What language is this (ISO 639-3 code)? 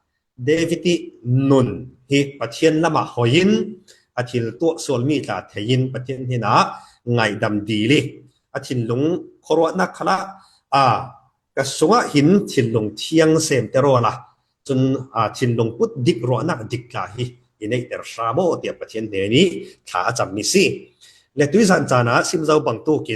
cfm